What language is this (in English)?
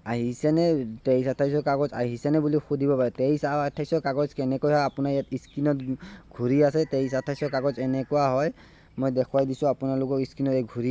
Assamese